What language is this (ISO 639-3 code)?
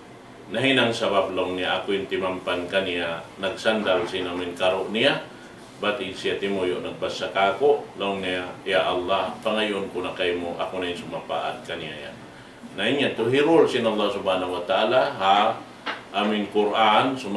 tsg